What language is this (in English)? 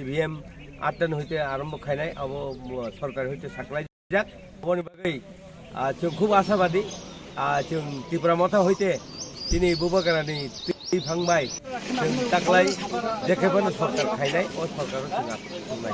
Kok Borok